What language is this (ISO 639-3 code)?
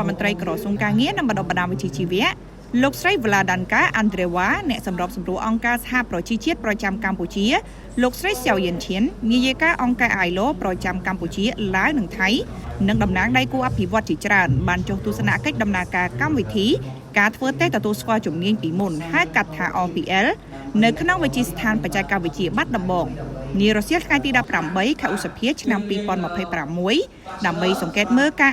khm